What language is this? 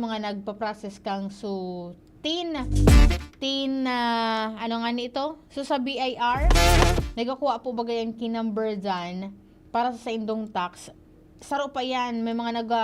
Bikol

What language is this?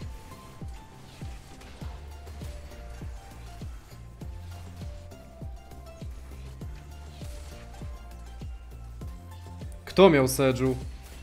Polish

